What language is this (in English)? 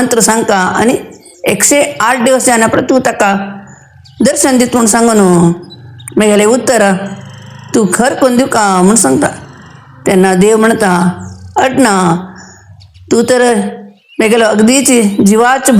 Konkani